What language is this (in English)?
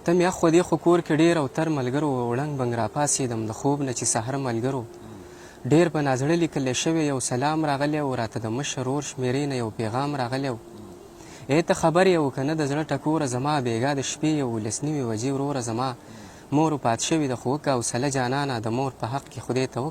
Pashto